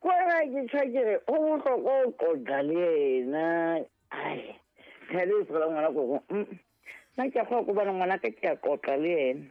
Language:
Southern Sotho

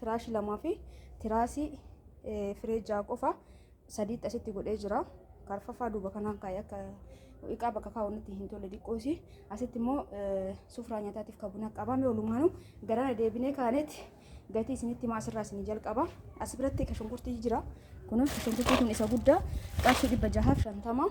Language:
Oromo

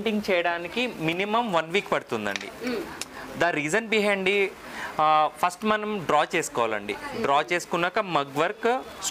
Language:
Telugu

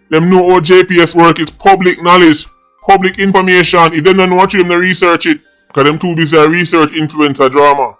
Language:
Jamaican Creole English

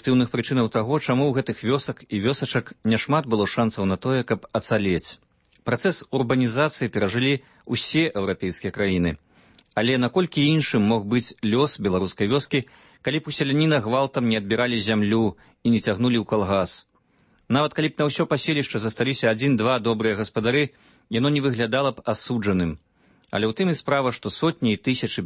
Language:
Belarusian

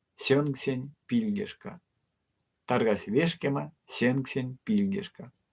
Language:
Erzya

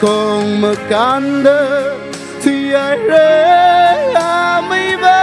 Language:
Tangkhul Naga (India)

